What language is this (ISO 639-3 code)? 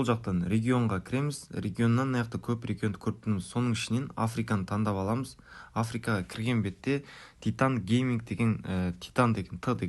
kaa